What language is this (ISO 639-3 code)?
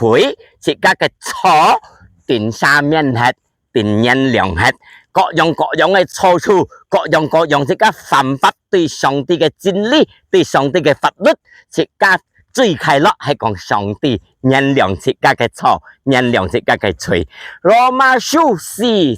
hak